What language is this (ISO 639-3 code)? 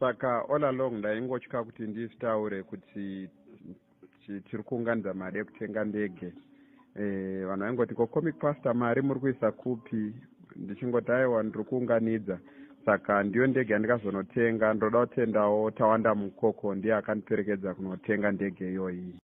sna